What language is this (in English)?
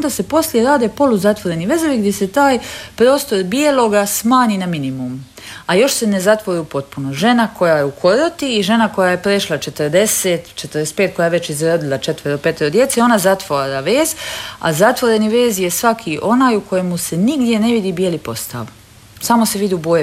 Croatian